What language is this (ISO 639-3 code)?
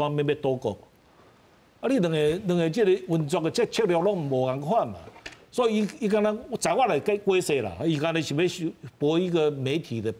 nan